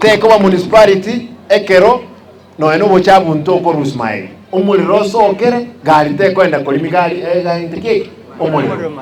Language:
Gusii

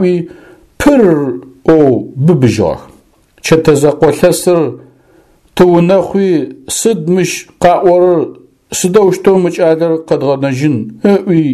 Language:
Adyghe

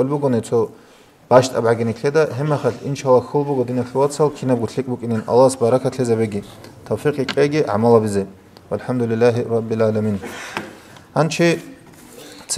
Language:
Avaric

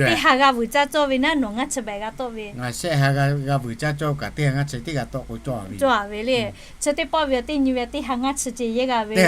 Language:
Lahu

